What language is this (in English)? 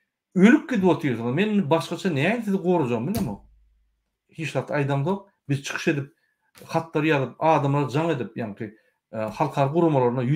Turkmen